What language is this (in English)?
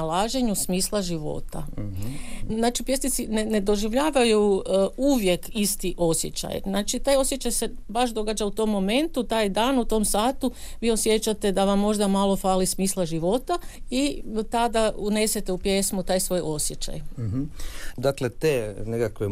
Croatian